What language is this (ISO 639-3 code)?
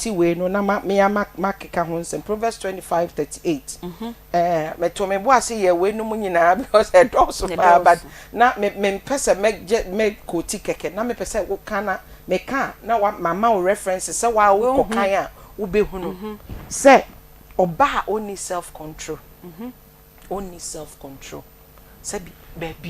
aka